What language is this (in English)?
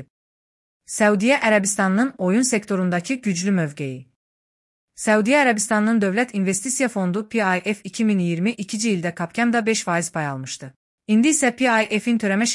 Azerbaijani